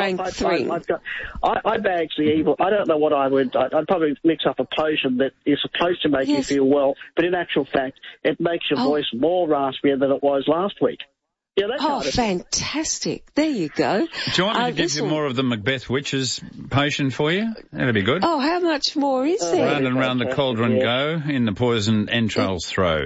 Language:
English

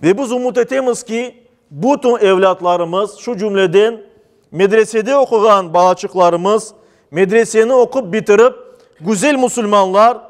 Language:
Crimean Tatar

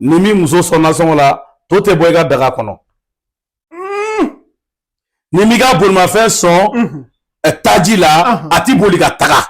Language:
Bambara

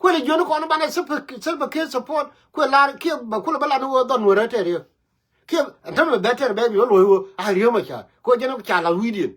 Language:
Nuer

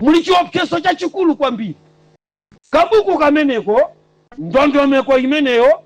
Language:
Nyanja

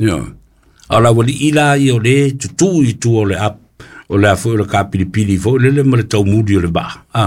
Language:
Samoan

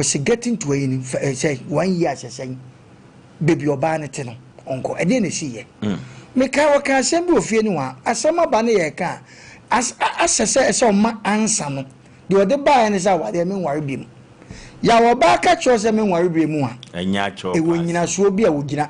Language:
Akan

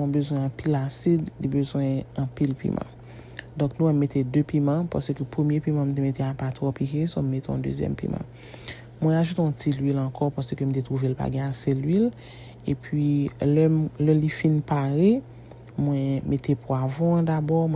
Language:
Haitian Creole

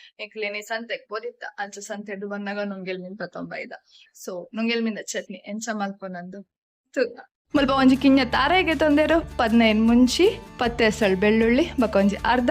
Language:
Tulu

